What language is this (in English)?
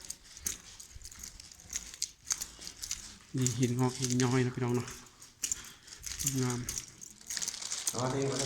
Lao